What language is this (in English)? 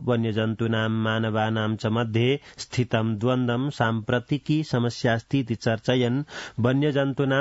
Sanskrit